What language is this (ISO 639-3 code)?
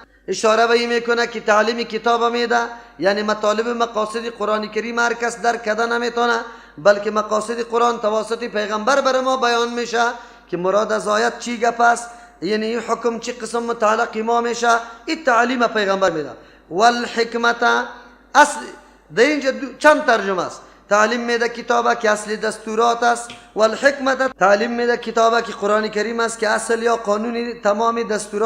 fas